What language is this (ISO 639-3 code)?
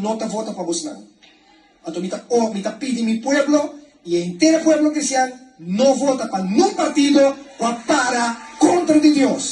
pap